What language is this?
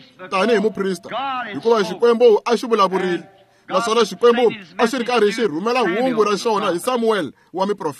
Tsonga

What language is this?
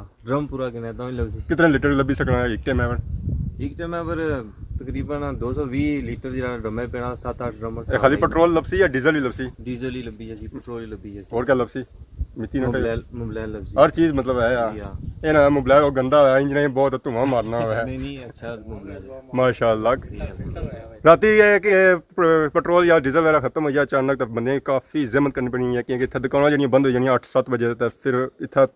Pahari-Potwari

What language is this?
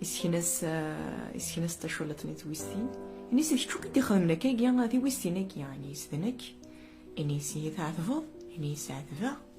Kabyle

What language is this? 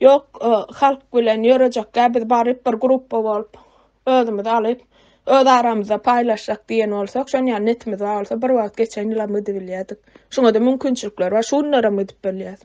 Turkmen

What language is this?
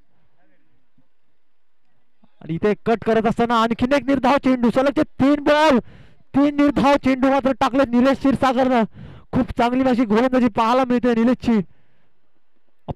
Marathi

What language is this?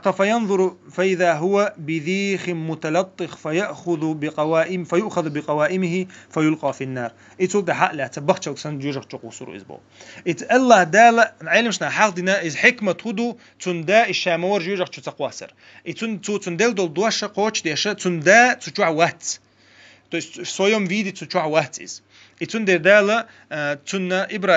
Chechen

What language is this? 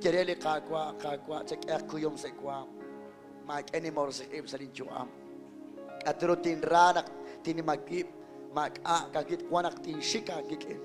Kekchí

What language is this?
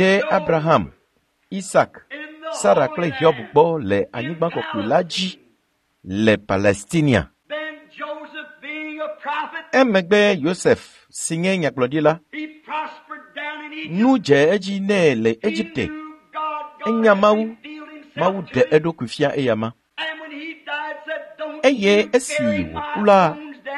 Ewe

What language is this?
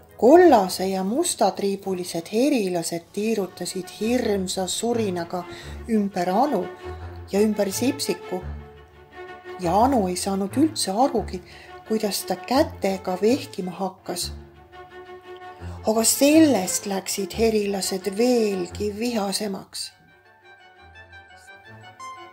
Estonian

